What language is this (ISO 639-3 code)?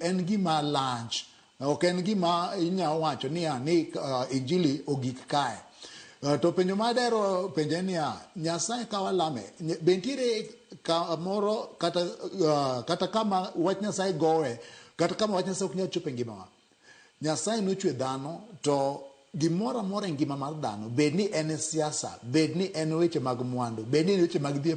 luo